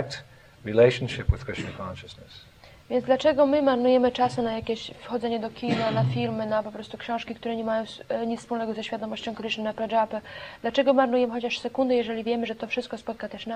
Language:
Polish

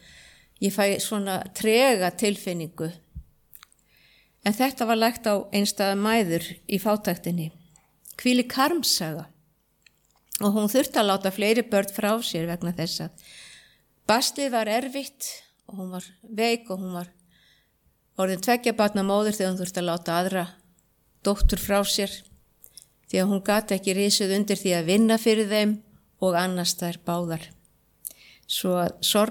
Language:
Icelandic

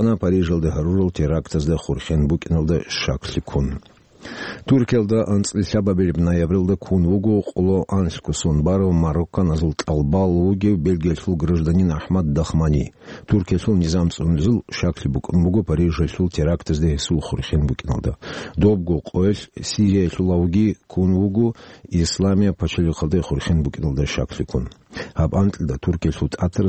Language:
Avaric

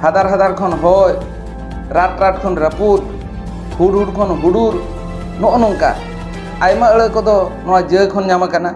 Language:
Santali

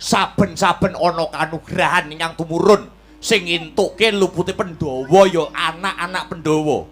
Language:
Javanese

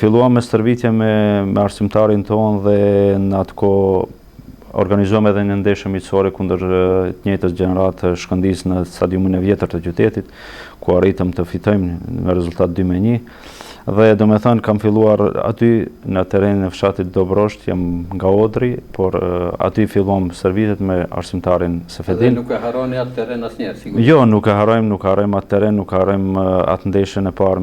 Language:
Albanian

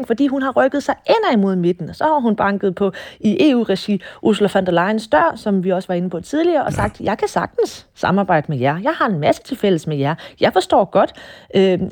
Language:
Danish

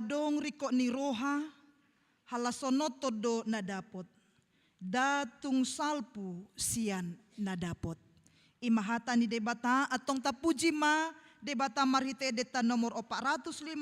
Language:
Batak Toba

